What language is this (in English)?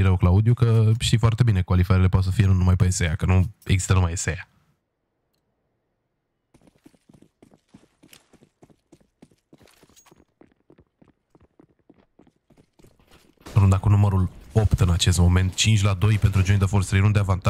Romanian